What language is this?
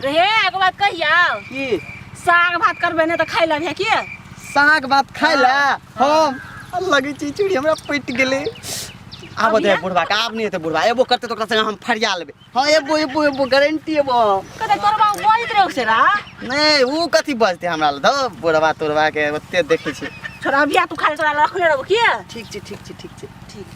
Maithili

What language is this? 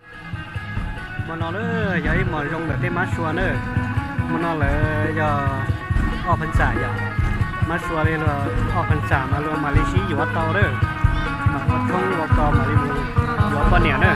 Hmong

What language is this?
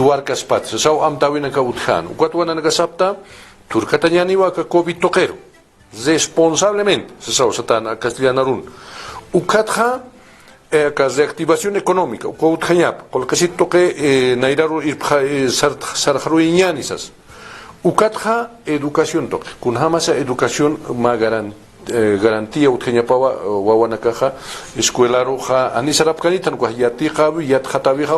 Aymara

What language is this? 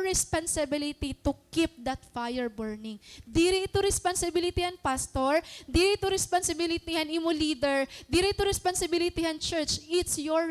Waray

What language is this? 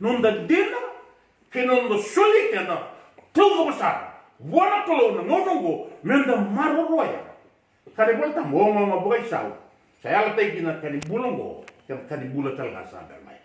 Fijian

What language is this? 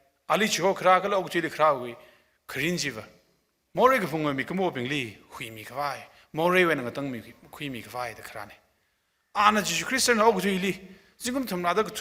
Tangkhul Naga (India)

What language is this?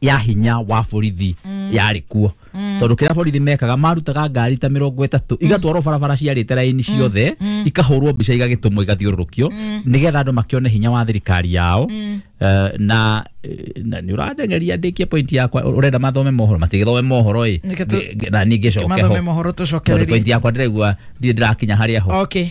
Kikuyu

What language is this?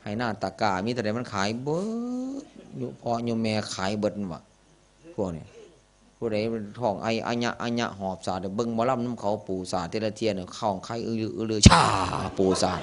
Northeastern Thai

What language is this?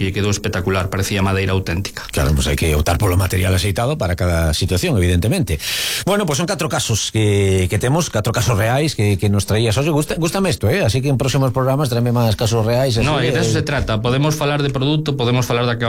Galician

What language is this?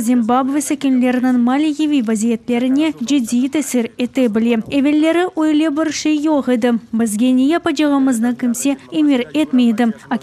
Crimean Tatar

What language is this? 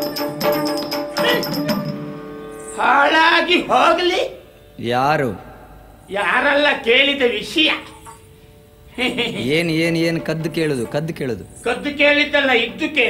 Kannada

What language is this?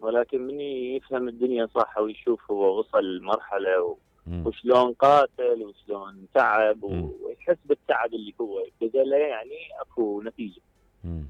Mesopotamian Arabic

